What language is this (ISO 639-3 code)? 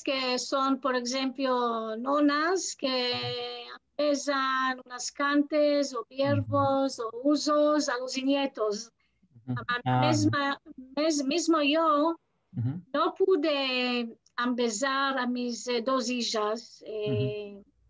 lad